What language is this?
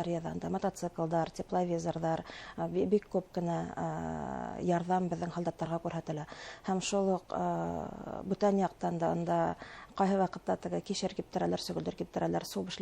Bashkir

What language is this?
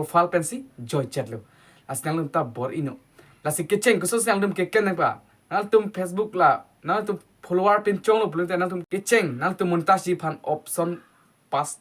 Karbi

